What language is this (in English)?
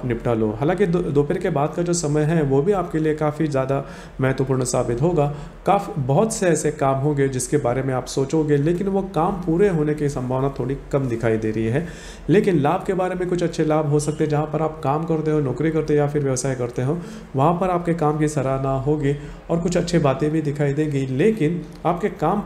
Hindi